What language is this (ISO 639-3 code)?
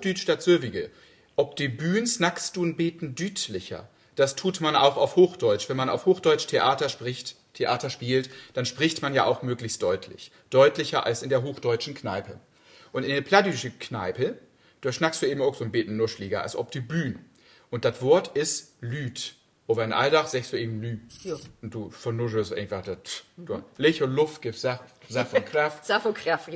nds